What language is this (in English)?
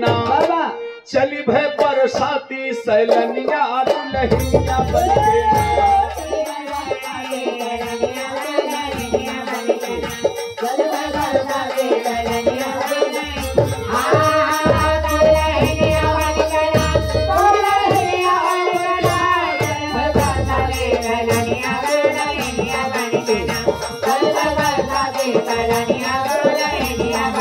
Bhojpuri